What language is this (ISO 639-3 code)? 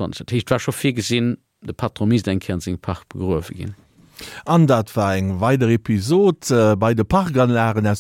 ltz